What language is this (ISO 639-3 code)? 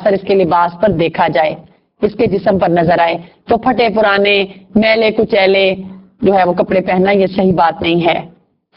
urd